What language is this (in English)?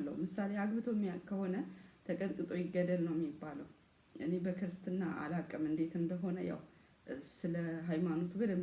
Amharic